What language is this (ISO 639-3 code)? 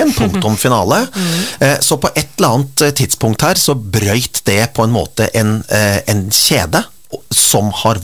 nor